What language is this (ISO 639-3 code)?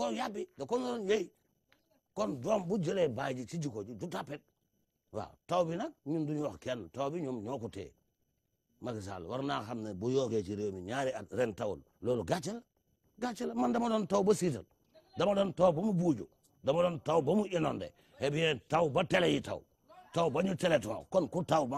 wol